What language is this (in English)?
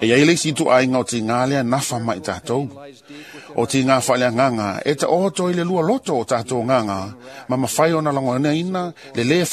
Samoan